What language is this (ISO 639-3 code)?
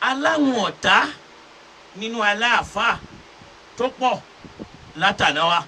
yor